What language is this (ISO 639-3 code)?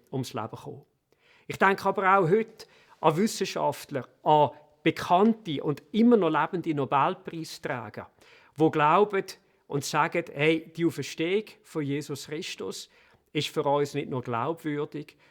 gsw